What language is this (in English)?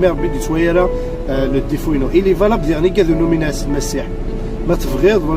Kabyle